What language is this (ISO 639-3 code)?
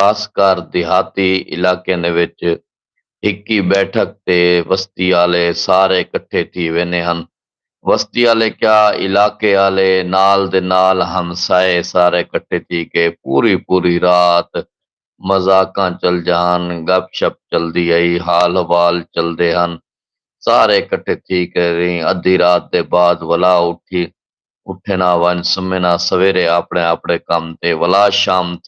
skr